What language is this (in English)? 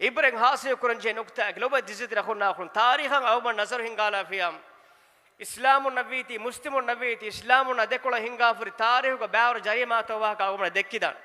Divehi